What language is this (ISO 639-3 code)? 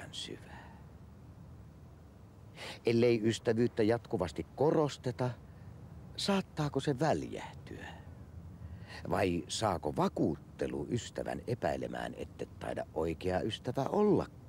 fin